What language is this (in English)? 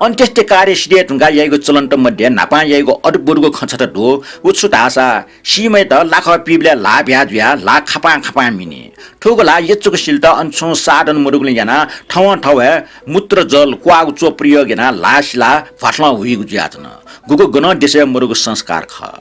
Newari